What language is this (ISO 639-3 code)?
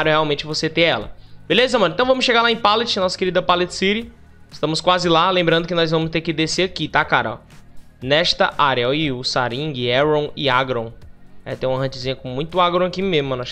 por